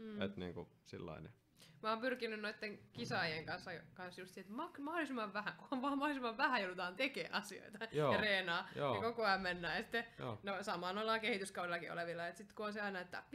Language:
Finnish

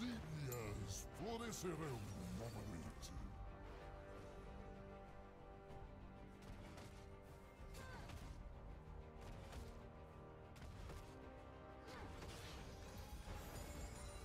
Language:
Portuguese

